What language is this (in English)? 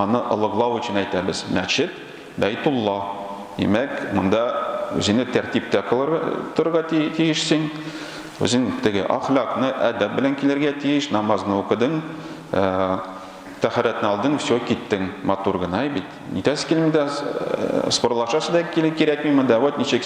Tatar